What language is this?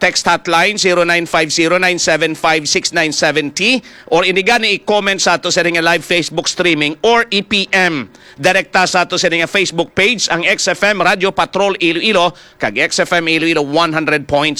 Hiligaynon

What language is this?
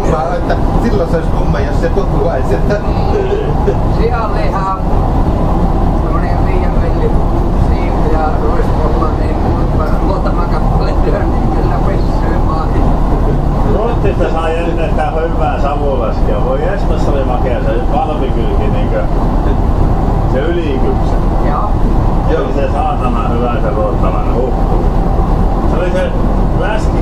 Finnish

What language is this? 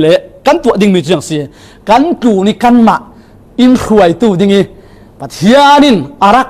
Falam Chin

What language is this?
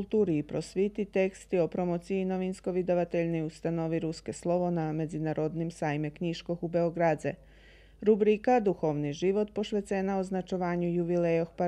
Rusyn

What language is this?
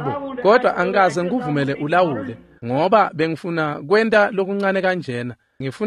Swati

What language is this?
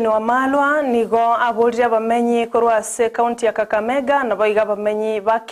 Gusii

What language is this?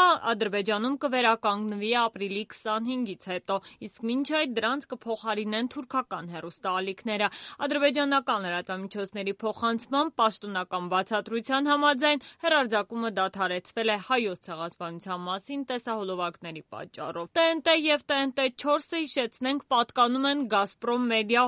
Armenian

